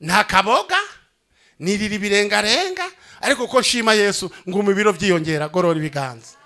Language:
Rundi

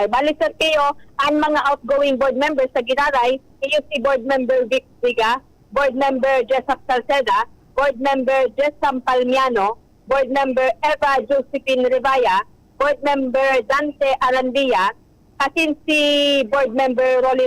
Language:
Bikol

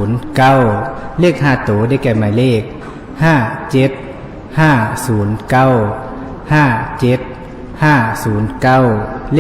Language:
Lao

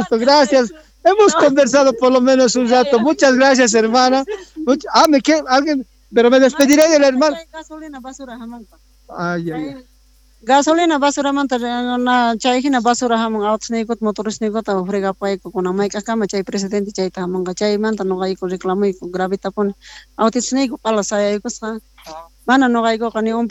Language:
Quechua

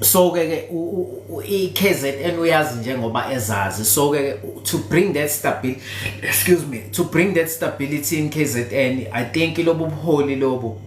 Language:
Zulu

